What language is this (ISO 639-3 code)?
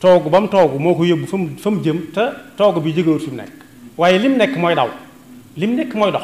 wol